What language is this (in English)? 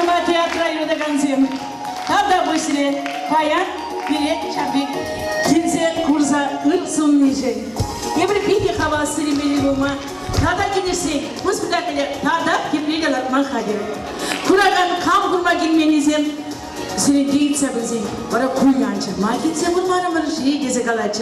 Chuvash